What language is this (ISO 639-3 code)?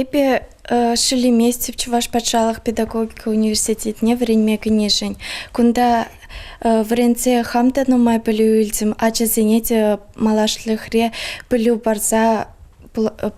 chv